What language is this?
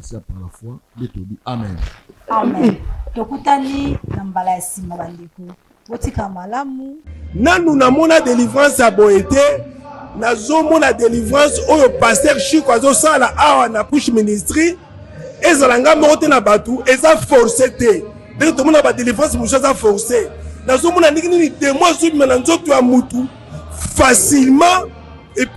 Lingala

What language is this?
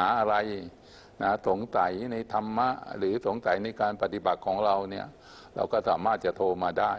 Thai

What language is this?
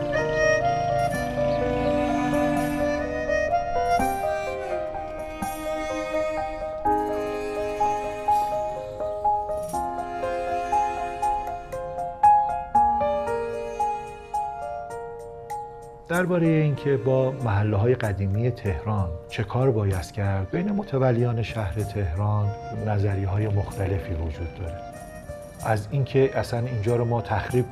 Persian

